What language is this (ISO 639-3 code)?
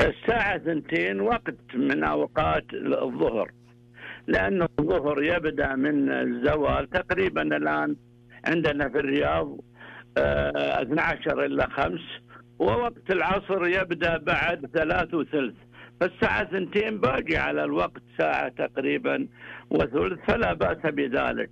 ars